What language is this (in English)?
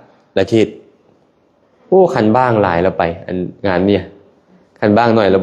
Lao